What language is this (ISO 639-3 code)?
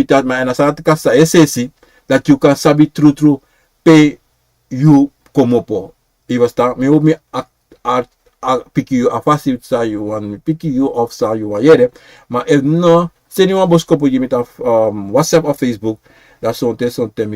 srn